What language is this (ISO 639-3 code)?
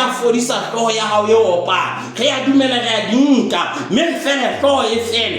sot